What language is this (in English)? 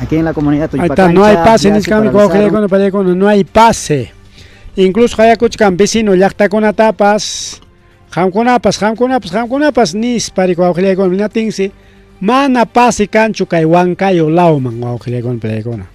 Ayacucho Quechua